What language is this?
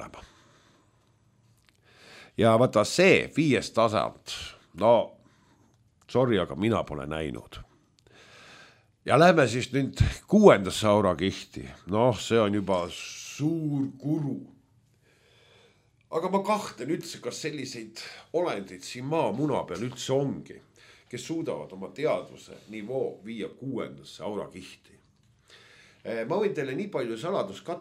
Estonian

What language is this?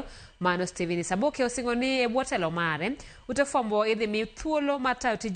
Luo (Kenya and Tanzania)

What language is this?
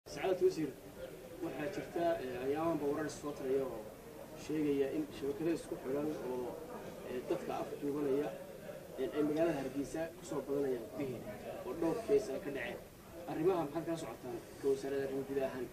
Somali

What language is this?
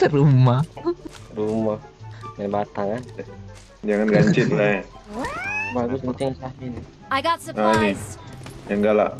Musi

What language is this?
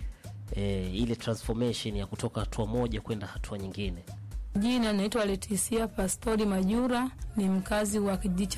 Swahili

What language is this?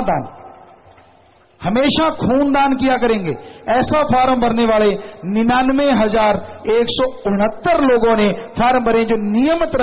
Hindi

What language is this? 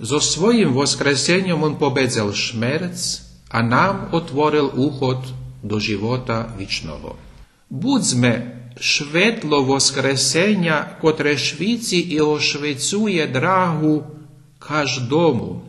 Rusyn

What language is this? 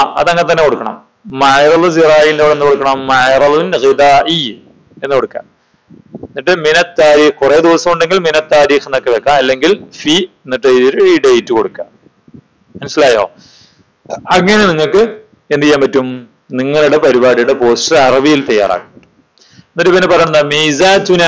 Malayalam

